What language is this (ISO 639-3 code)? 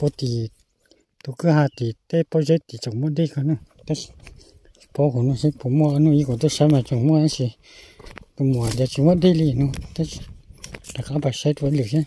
hmn